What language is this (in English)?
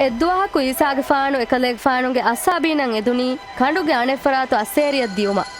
Divehi